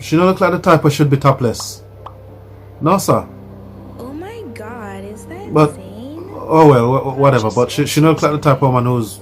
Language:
Jamaican Creole English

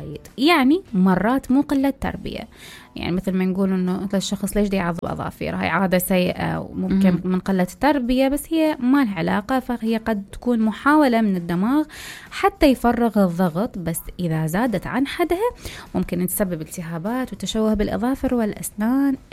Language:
Mesopotamian Arabic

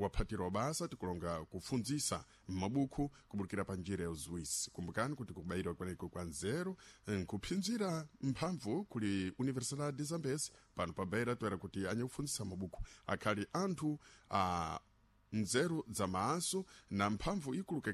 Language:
Sena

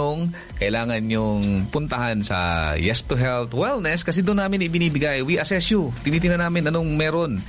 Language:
Filipino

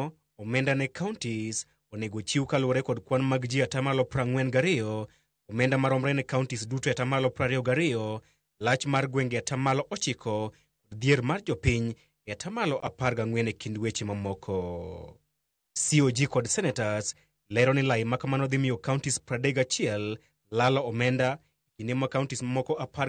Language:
Luo (Kenya and Tanzania)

